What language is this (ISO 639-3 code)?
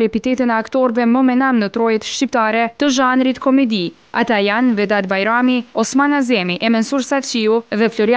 sqi